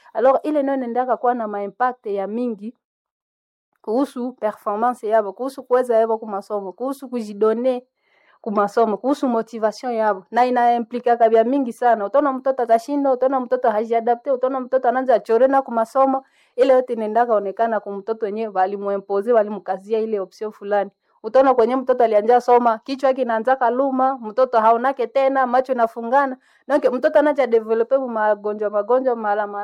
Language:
Swahili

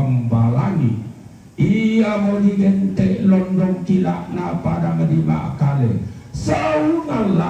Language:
Toraja-Sa'dan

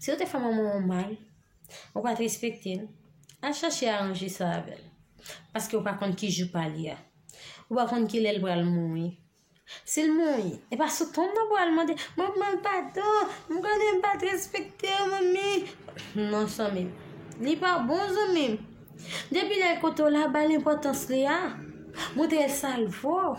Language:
Haitian Creole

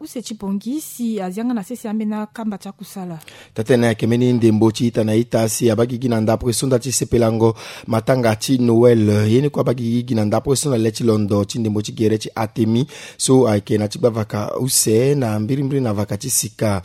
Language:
Sango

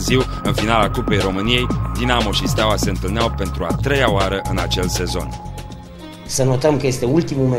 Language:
Romanian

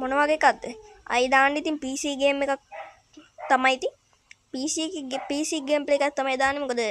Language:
Sinhala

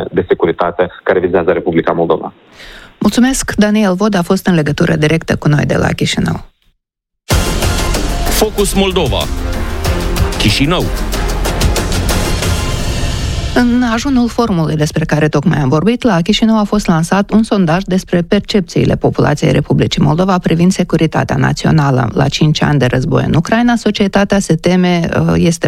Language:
Romanian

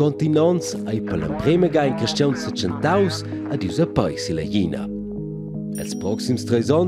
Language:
Romansh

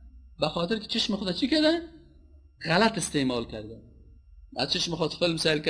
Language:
Persian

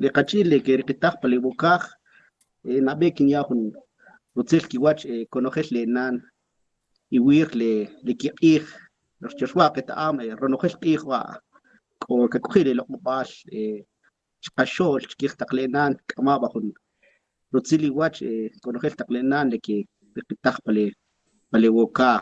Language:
Kʼicheʼ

